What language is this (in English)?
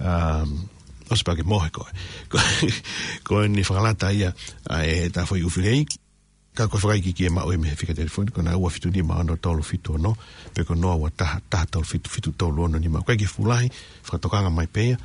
Tongan